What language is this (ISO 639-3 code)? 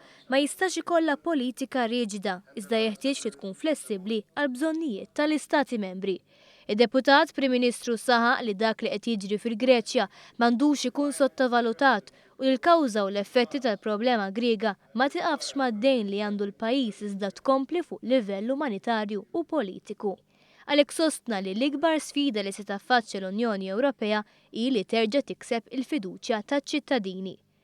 mlt